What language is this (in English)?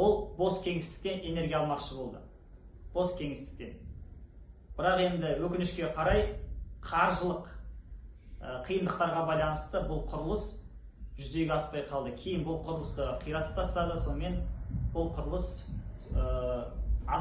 Kazakh